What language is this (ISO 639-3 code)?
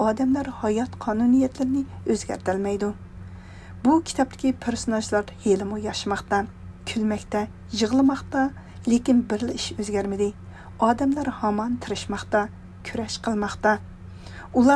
uig